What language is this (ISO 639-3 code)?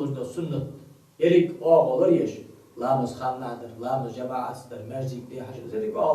inh